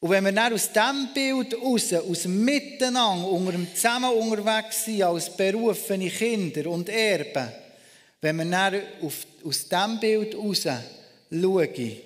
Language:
Swiss German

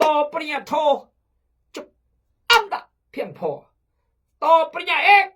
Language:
Khmu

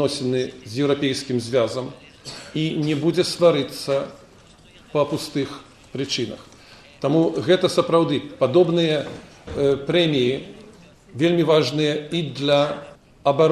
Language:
Belarusian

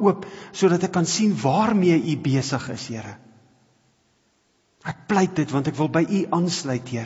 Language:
Afrikaans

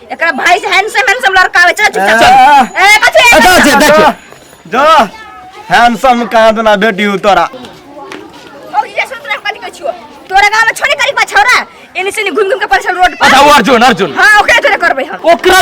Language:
Maithili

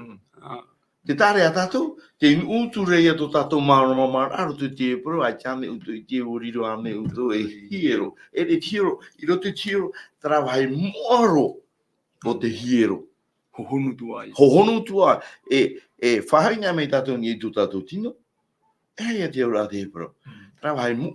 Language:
Tahitian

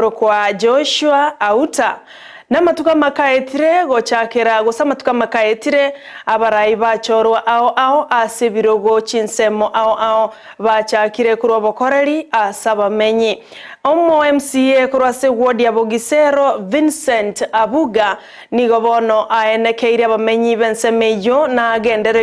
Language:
Gusii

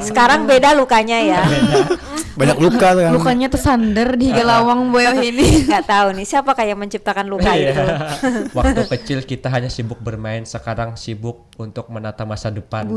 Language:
Banjar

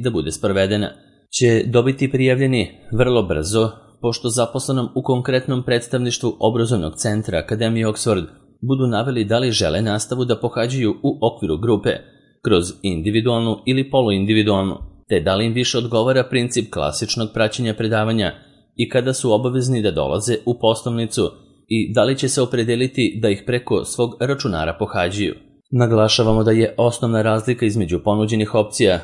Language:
Serbian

